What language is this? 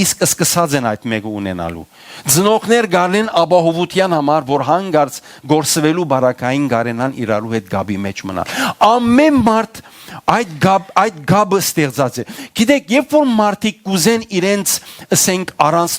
Western Armenian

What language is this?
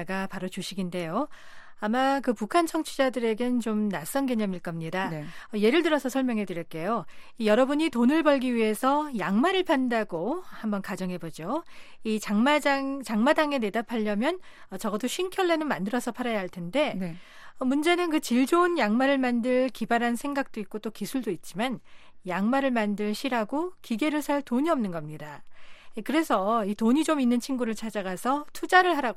Korean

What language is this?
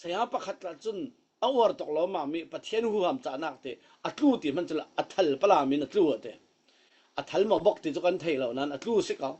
Falam Chin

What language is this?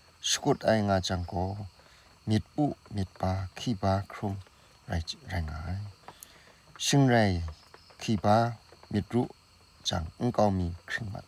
Kachin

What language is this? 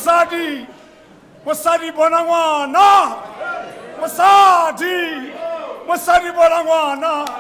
Tswana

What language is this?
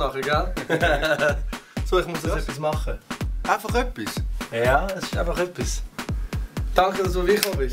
Swiss German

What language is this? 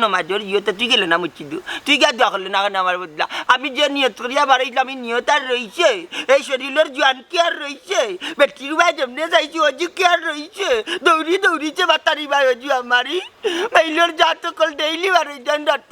Sylheti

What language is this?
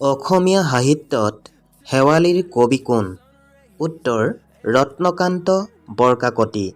Assamese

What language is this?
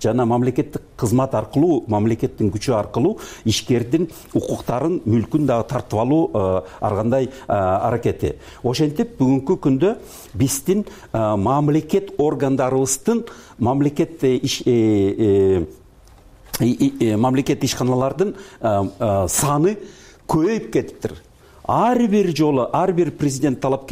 Kyrgyz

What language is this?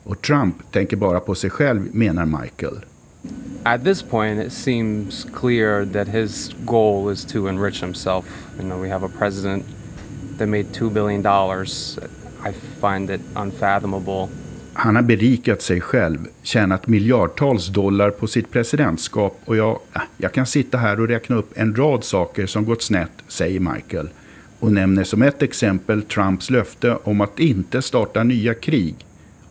Swedish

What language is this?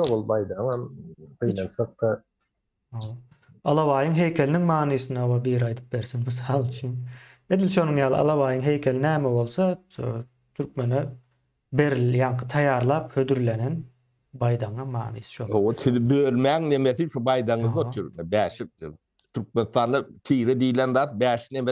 Turkmen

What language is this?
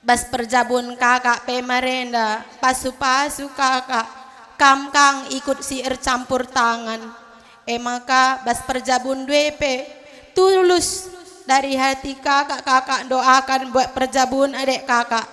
Batak Karo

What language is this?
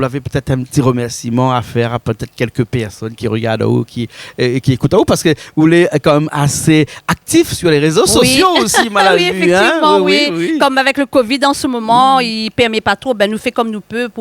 Réunion Creole French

